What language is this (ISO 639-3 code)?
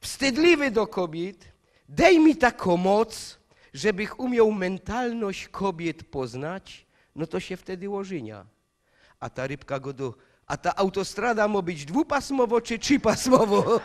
szl